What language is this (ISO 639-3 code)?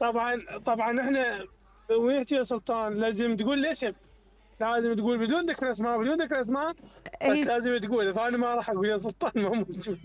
acm